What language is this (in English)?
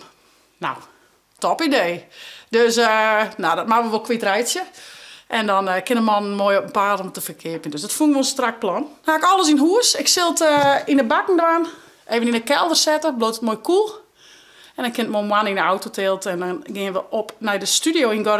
Western Frisian